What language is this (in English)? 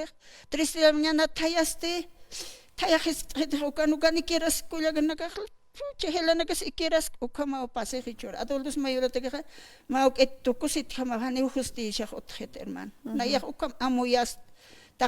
Aymara